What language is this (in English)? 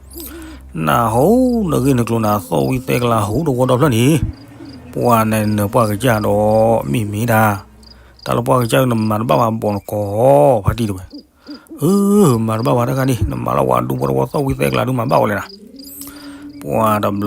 S'gaw Karen